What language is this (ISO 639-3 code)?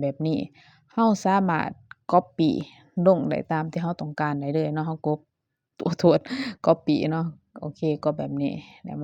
lao